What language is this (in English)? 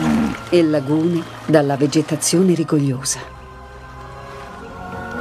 Italian